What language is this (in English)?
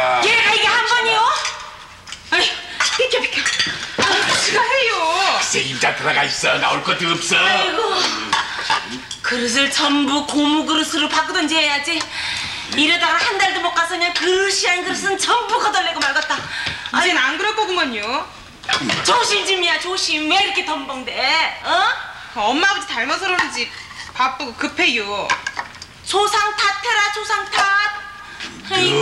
Korean